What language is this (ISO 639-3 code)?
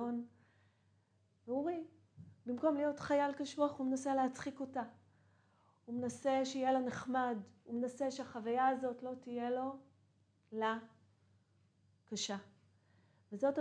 heb